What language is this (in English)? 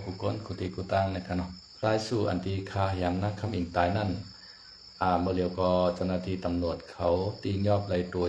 Shan